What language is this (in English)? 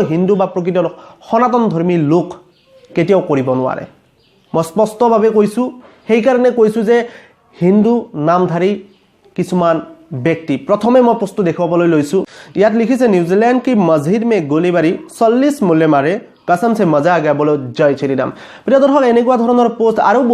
Assamese